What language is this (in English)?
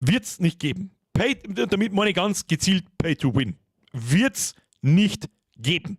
Bavarian